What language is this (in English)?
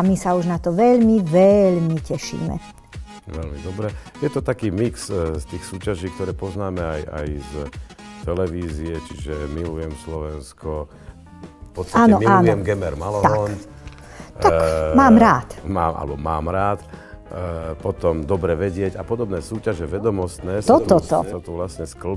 Slovak